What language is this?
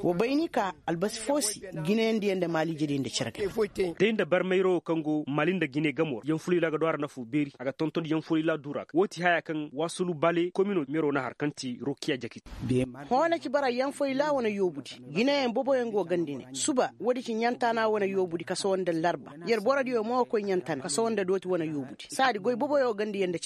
Koyraboro Senni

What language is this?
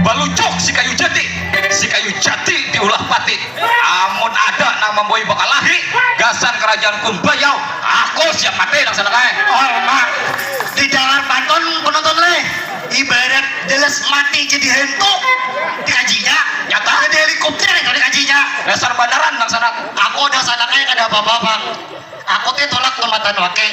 Banjar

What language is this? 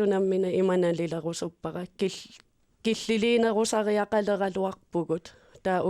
Kalaallisut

